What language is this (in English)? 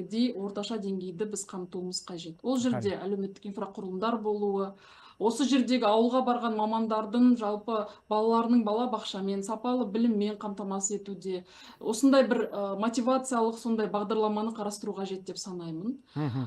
Kazakh